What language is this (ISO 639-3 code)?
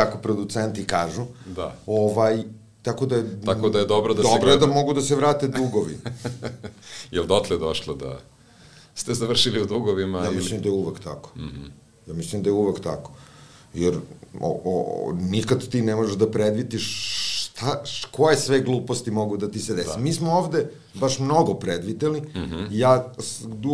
srp